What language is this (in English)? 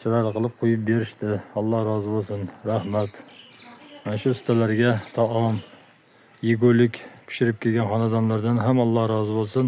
Uzbek